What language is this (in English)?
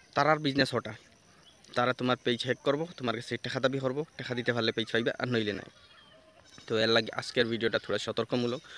Sylheti